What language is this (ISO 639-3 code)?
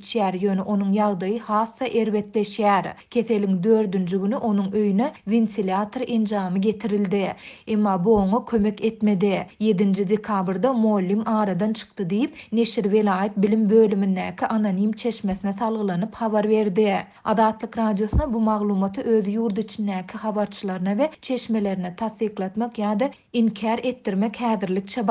tuk